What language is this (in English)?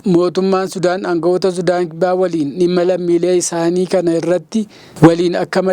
Oromo